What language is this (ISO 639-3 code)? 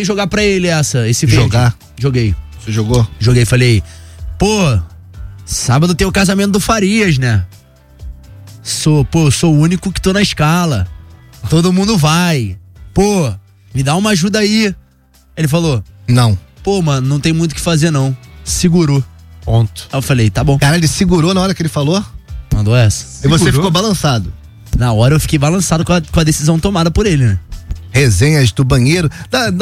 por